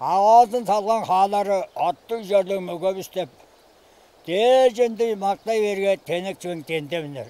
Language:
Tuvinian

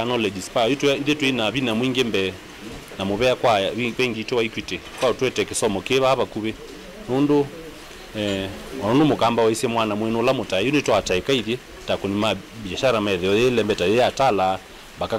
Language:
Kamba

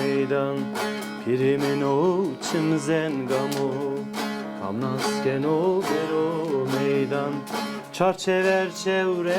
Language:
Zaza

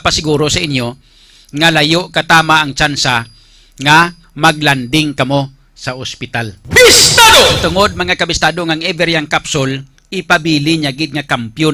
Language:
Hiligaynon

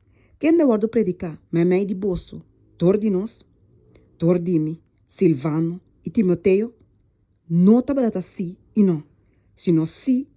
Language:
Papiamento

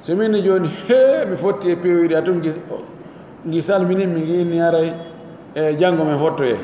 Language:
Pular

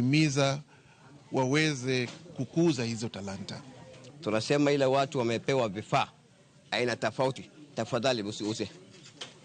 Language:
Luo (Kenya and Tanzania)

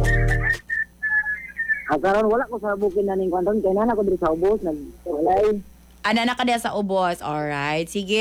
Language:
Cebuano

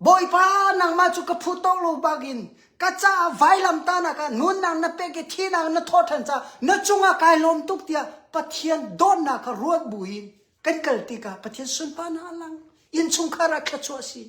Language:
Hakha Chin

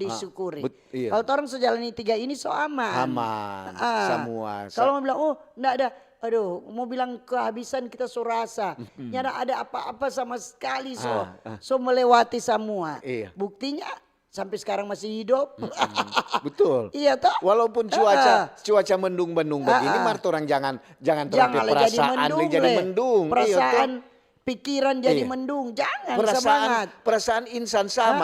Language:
Manado Malay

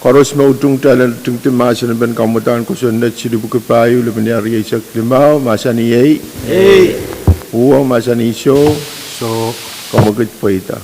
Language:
Pohnpeian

